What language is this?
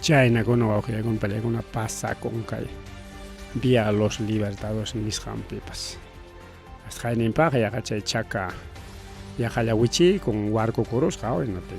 Ayacucho Quechua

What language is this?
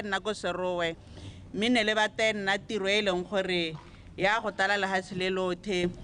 Tswana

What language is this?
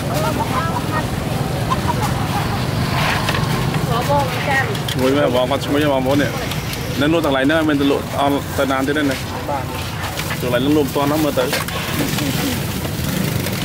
Vietnamese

